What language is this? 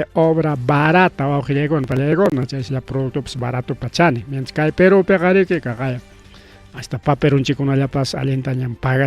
Ayacucho Quechua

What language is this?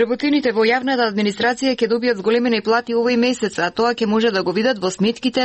Macedonian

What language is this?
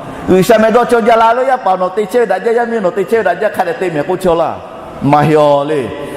Lahu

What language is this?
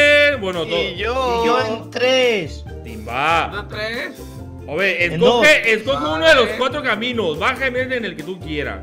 Spanish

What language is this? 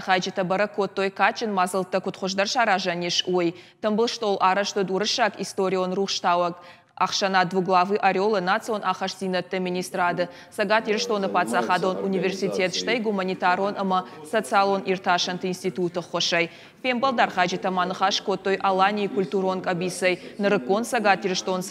Ossetic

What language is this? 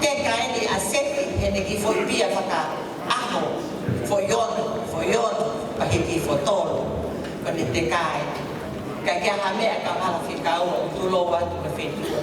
Tongan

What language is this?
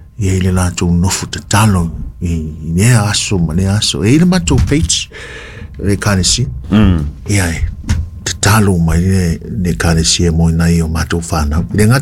Samoan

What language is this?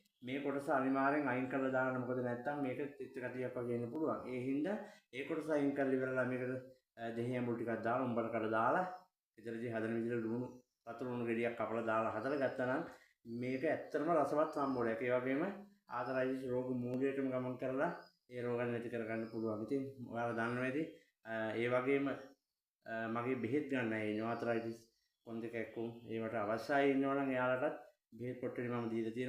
Sinhala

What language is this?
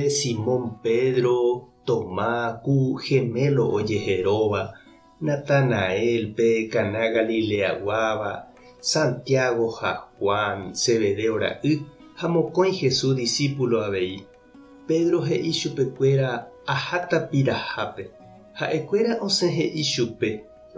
Guarani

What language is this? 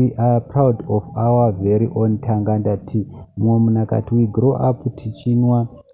Shona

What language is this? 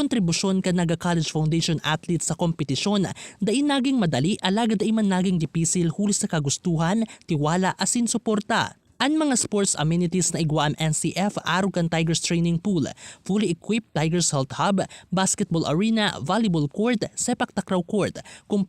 Bikol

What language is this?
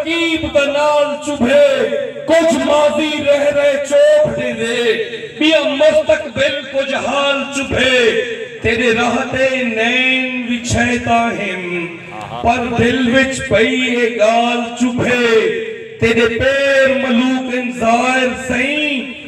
Saraiki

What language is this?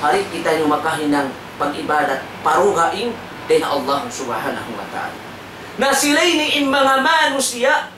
Tausug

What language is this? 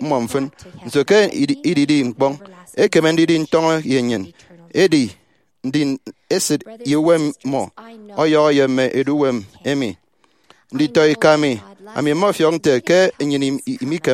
Efik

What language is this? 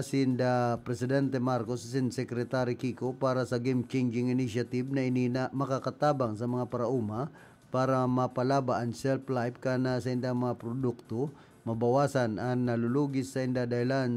Bikol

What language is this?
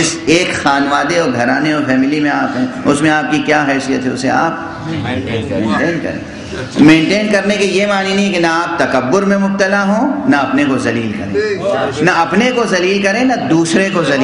Urdu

